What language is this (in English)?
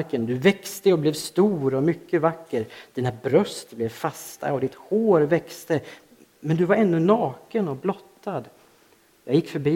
Swedish